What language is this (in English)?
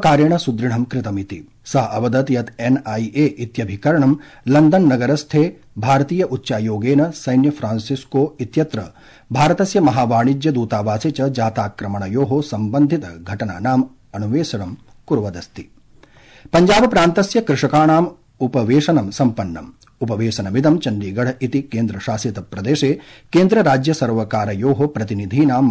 Sanskrit